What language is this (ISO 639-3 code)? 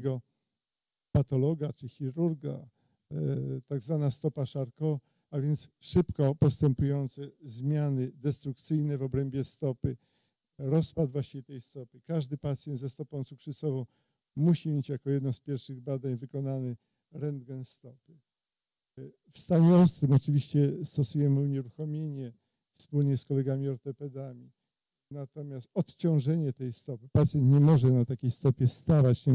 pol